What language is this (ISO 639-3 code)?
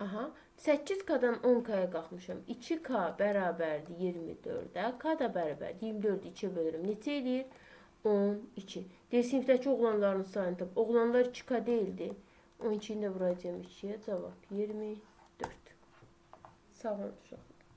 aze